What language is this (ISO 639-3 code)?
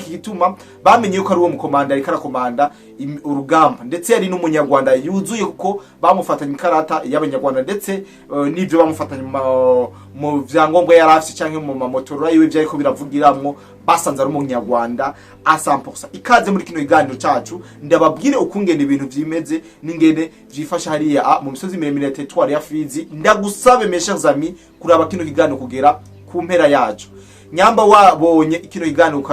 run